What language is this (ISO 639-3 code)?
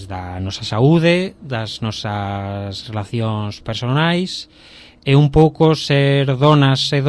glg